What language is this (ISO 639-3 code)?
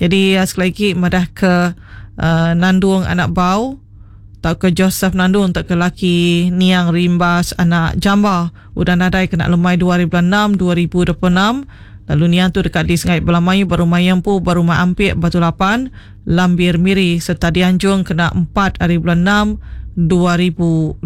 iba